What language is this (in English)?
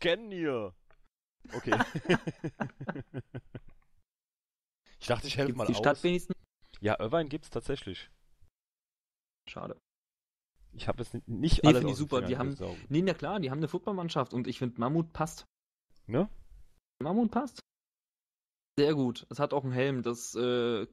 German